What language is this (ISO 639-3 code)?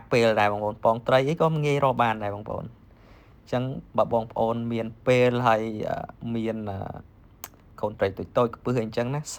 khm